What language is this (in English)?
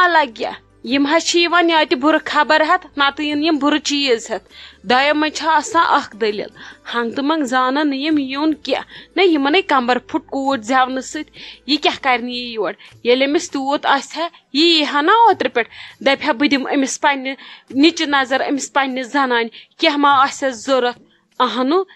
Kashmiri